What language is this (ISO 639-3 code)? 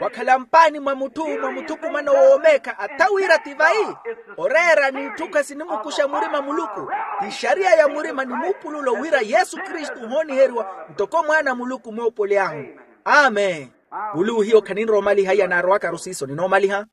vmw